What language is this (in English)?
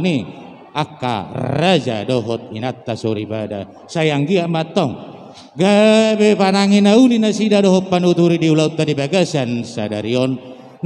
Batak Toba